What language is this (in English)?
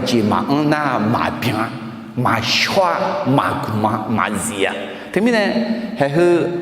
Akha